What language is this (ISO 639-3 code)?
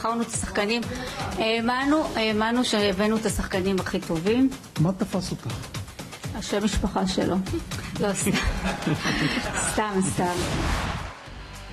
heb